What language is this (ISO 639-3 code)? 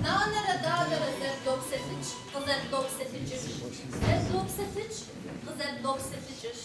kbd